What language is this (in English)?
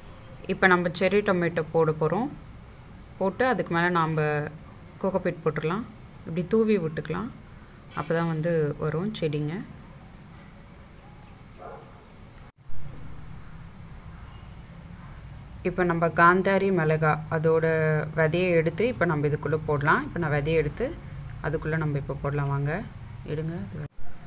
Tamil